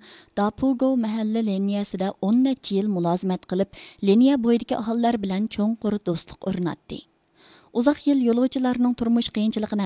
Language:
Uyghur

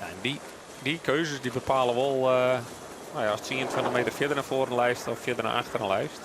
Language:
Western Frisian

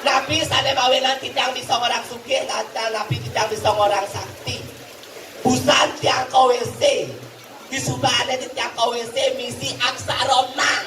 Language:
Balinese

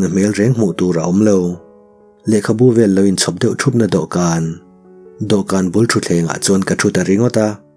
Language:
Mizo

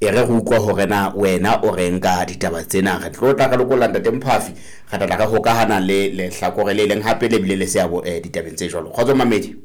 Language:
Southern Sotho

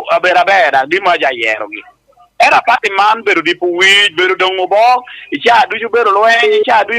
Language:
Lango (Uganda)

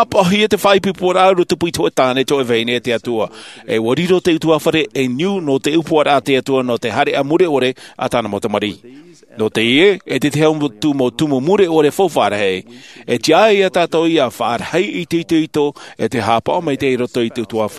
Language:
Tahitian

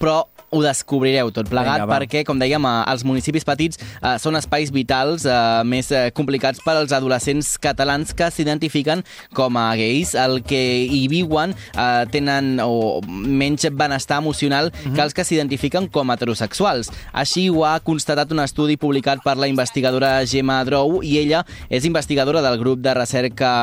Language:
Catalan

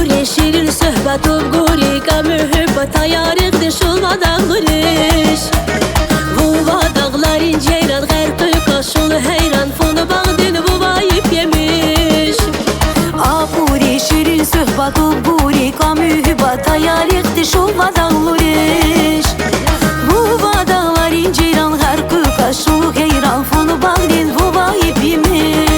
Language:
Tabassaran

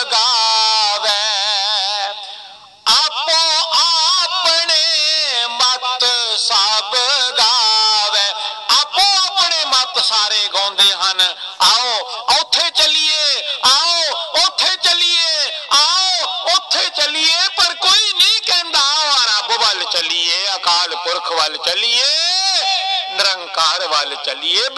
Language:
Punjabi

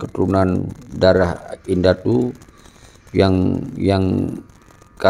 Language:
Achinese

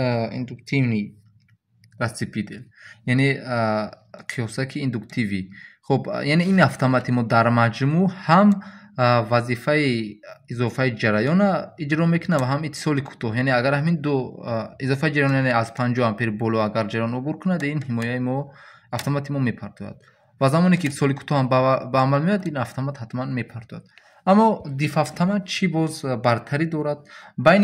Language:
Tajik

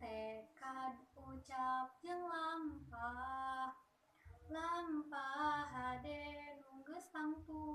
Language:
Sundanese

